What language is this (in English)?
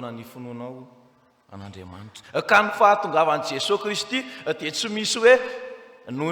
Malagasy